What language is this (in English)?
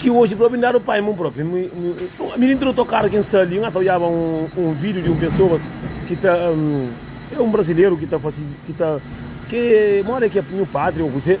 Kabuverdianu